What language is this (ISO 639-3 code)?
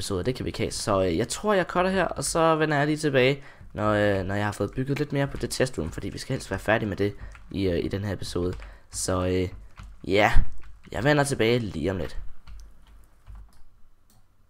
dan